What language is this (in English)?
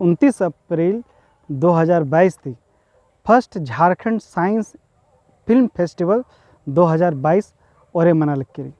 Kurukh